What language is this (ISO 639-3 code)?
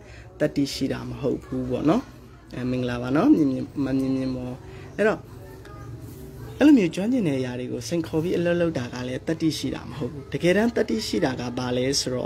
mya